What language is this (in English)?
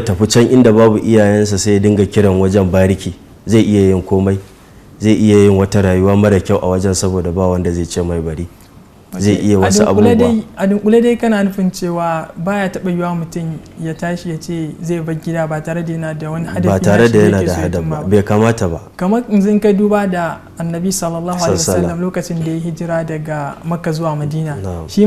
Hausa